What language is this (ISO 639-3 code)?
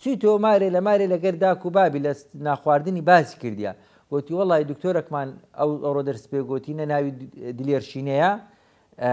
ckb